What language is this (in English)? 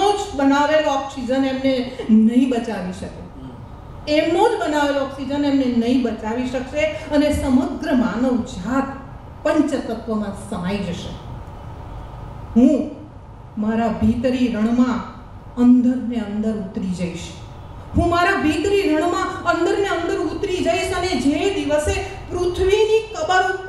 Gujarati